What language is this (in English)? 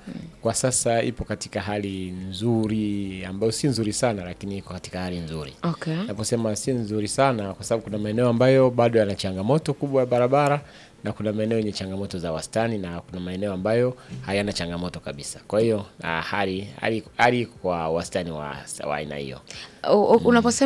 Swahili